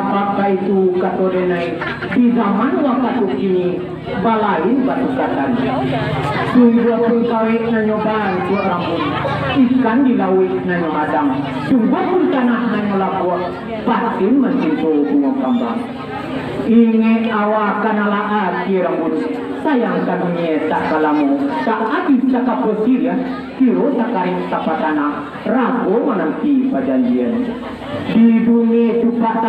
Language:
Minangkabau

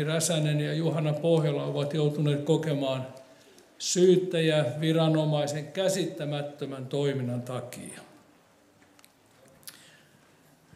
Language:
Finnish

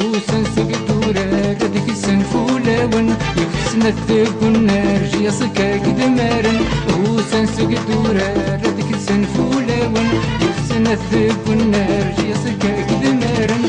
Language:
Kabyle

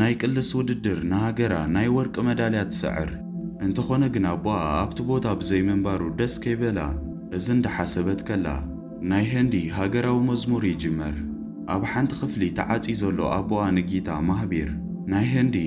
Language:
Tigrinya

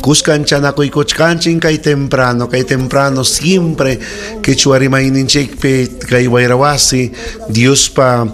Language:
Ayacucho Quechua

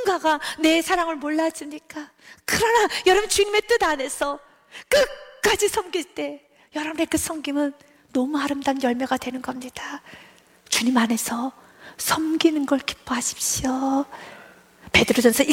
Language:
Korean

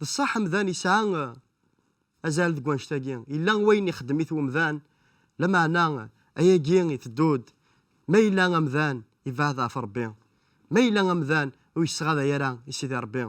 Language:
Kabyle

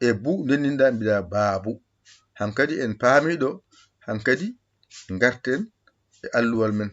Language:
Fula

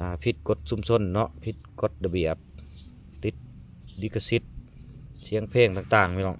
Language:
Lao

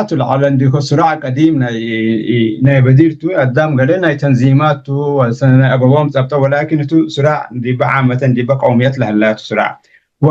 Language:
Tigre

